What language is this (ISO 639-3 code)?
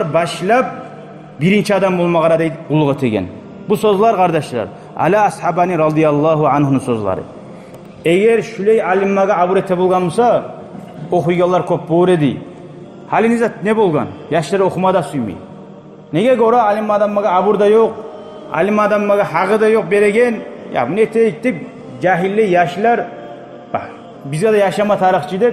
kum